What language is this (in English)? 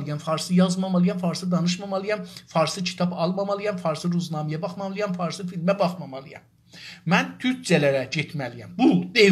South Azerbaijani